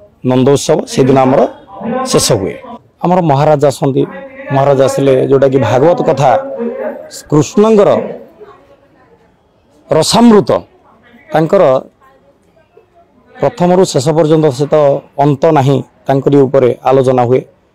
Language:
Odia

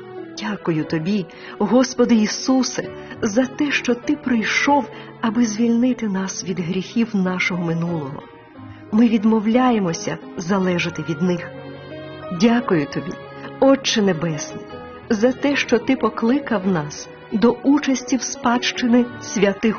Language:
Ukrainian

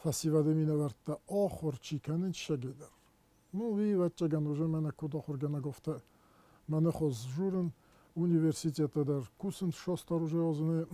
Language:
Ossetic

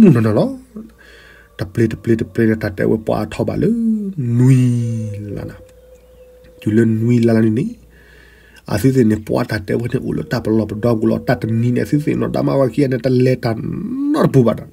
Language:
S'gaw Karen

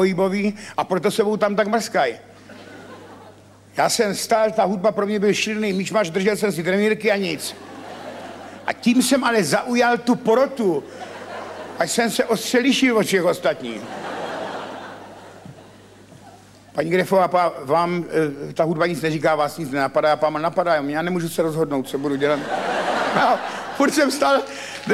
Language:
Czech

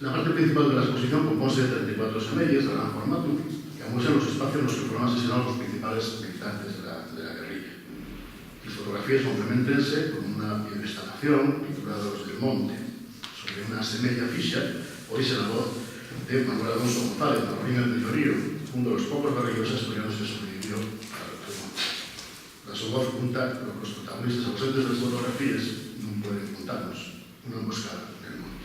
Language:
Asturian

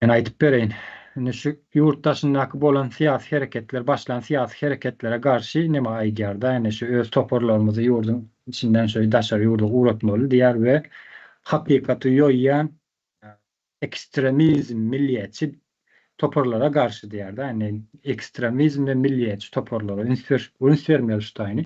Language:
Turkmen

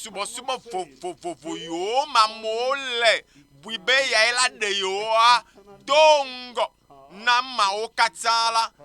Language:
Ewe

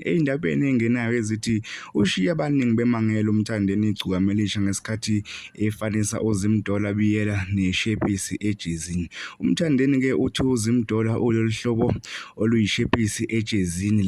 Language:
Zulu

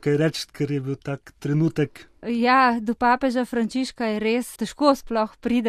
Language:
Slovenian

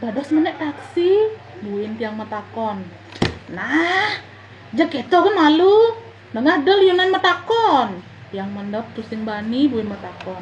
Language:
Balinese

